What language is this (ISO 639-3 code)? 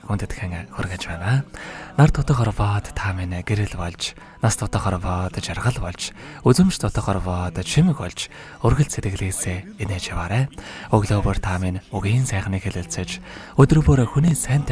mon